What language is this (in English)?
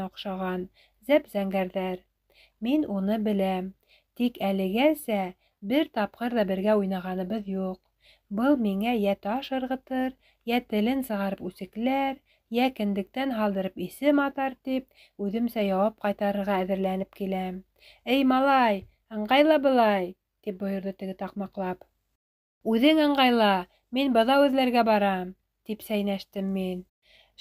Bashkir